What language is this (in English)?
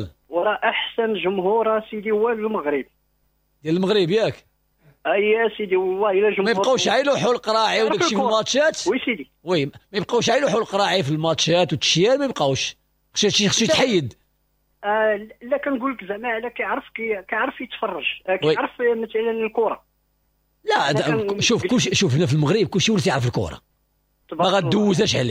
Moroccan Arabic